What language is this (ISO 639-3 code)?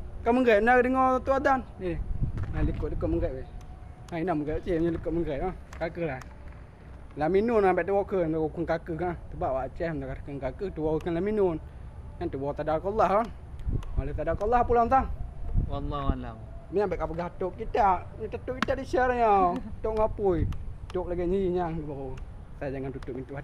ace